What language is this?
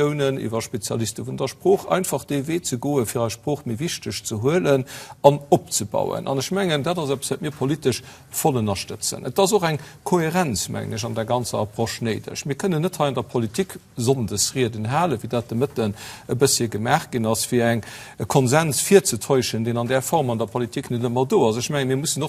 Luxembourgish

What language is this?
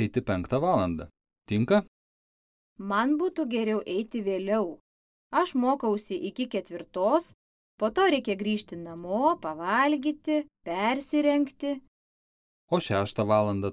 Lithuanian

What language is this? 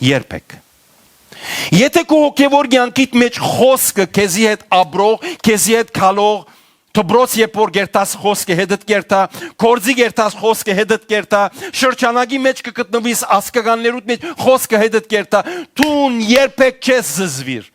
Western Armenian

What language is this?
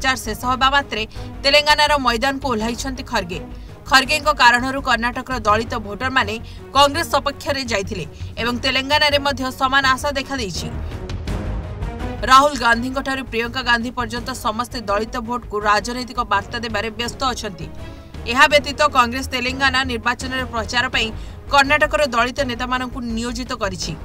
Odia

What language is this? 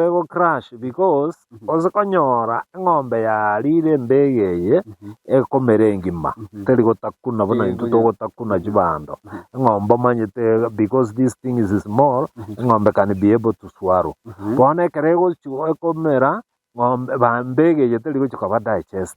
Gusii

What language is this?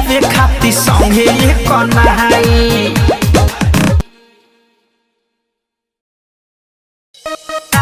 Bhojpuri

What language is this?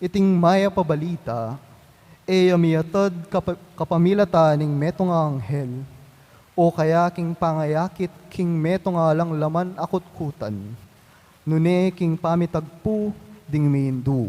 Pampanga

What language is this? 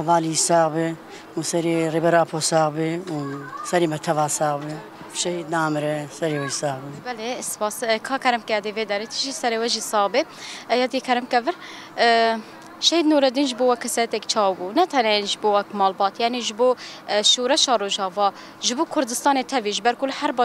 Kurdish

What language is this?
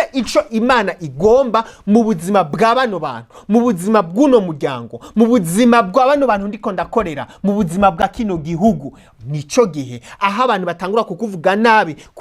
Rundi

